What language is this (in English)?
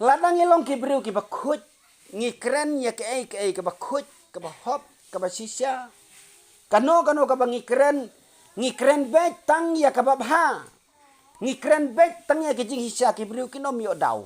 Khasi